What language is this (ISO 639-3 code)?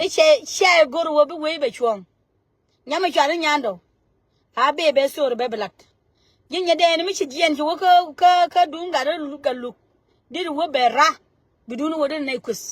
nus